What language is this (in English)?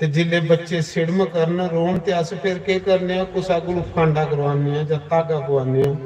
Dogri